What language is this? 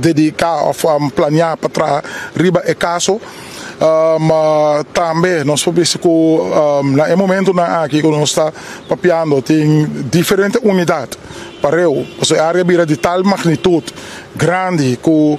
Papiamento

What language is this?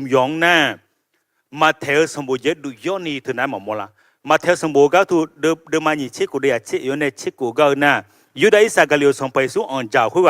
Akha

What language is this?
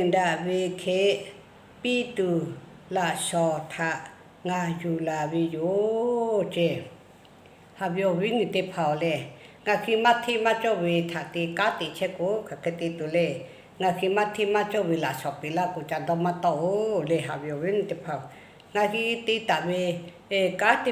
Lahu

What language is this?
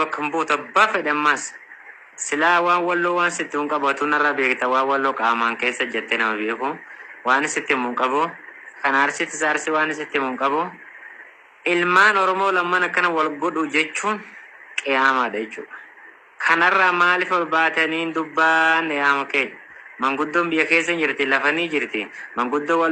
Oromo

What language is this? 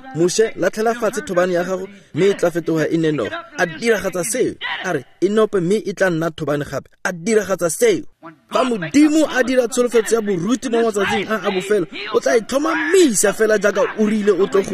Tswana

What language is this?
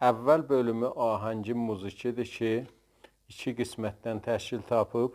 South Azerbaijani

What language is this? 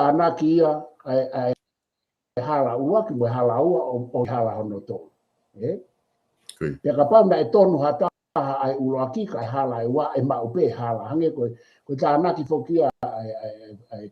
Tongan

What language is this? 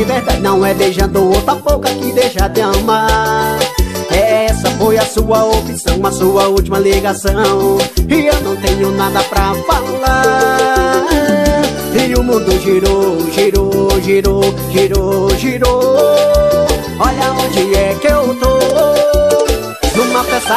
Portuguese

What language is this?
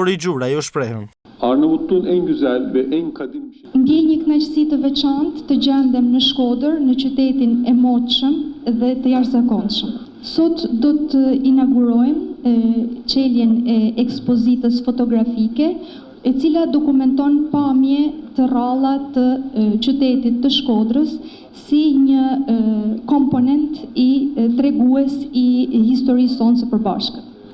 Albanian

